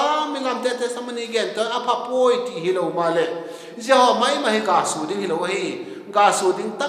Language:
Vaiphei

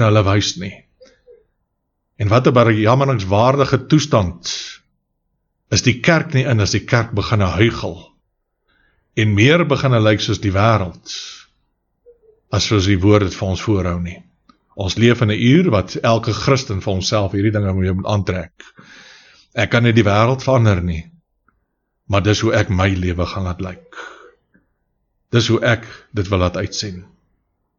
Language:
Afrikaans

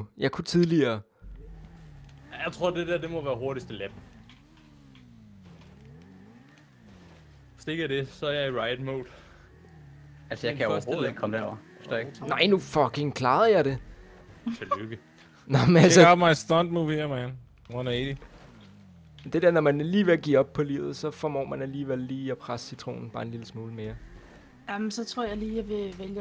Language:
Danish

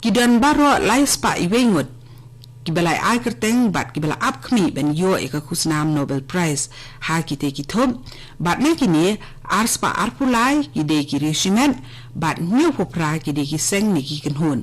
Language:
Khasi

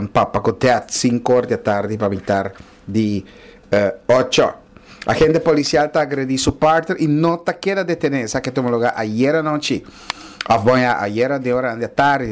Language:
Papiamento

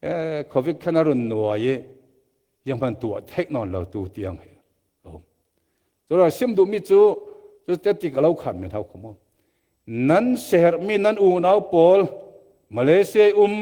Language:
Falam Chin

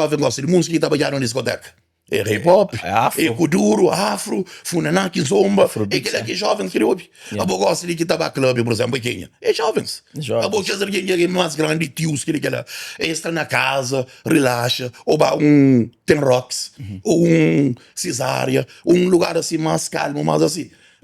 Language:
Kabuverdianu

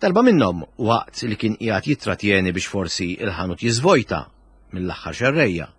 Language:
Maltese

